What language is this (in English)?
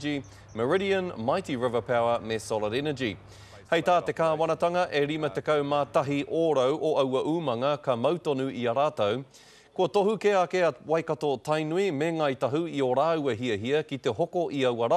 Māori